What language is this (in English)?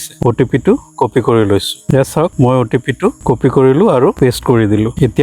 Assamese